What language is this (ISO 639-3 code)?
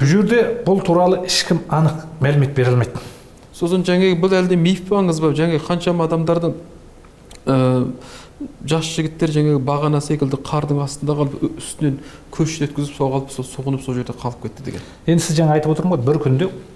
kaz